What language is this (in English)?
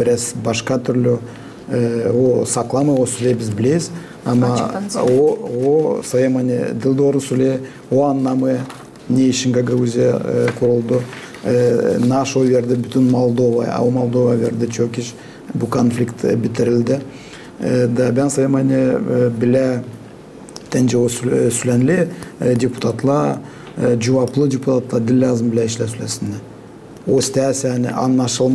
Gagauz